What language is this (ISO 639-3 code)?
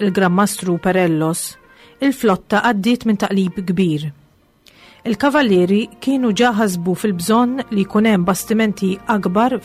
mlt